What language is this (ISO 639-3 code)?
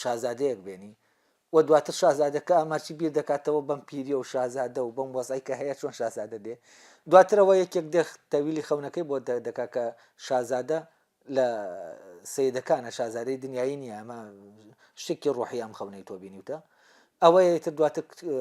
ckb